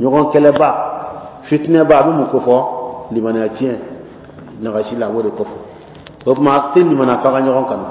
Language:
Bambara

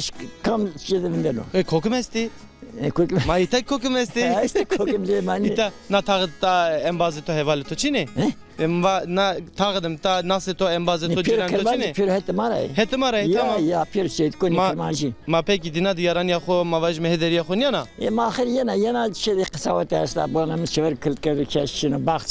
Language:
Zaza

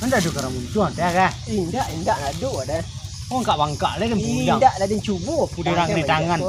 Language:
Minangkabau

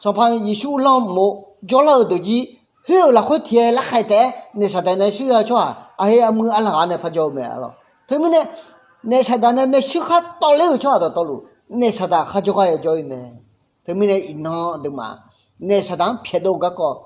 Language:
Akha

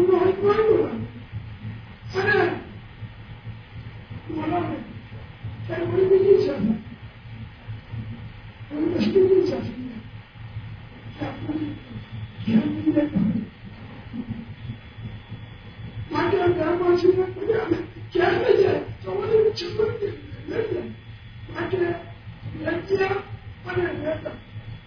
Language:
Gujarati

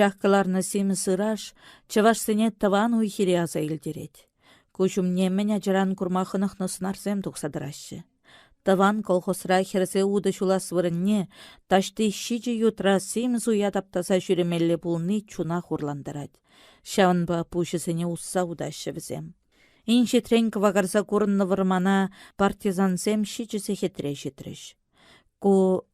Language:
Chuvash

